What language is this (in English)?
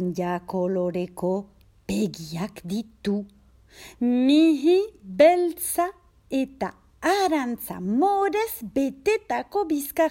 Basque